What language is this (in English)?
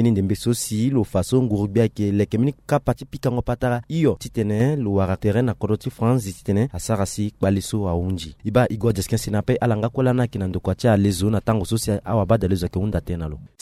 Sango